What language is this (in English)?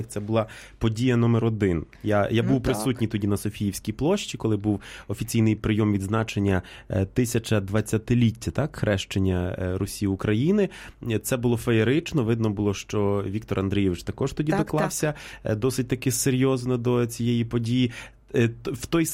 Ukrainian